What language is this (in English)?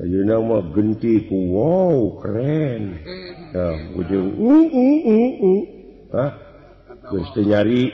Sundanese